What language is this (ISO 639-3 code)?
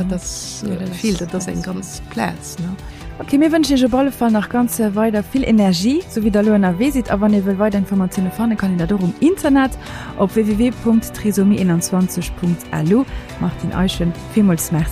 ltz